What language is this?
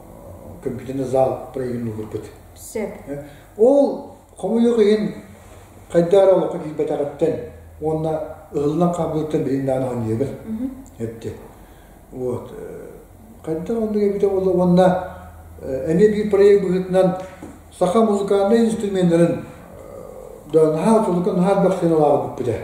Yakut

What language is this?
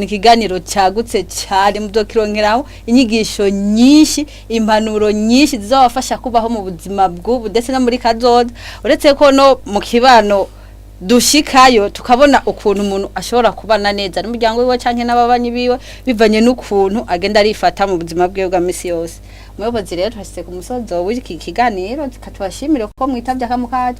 Rundi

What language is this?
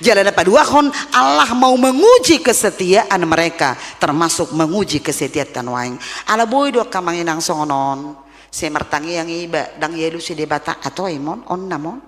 Batak Toba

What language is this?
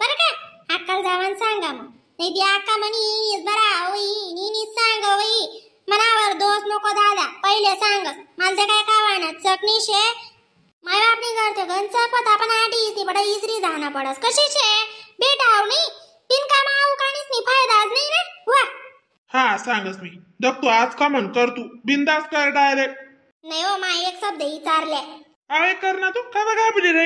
Khandesi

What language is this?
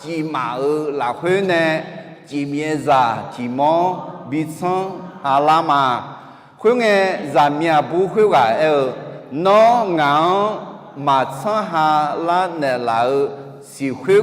Akha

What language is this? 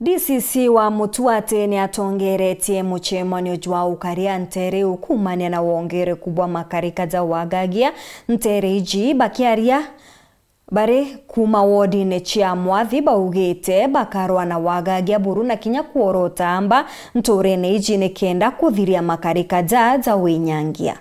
Meru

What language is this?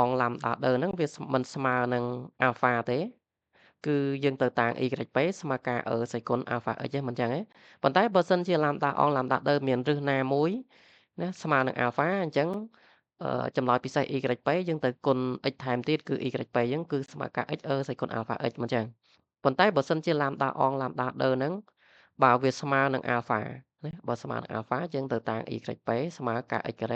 Khmer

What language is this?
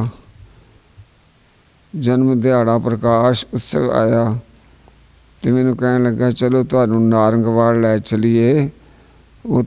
Punjabi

